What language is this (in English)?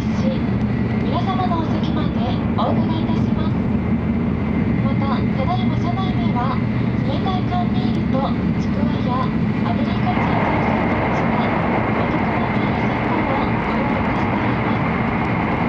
Japanese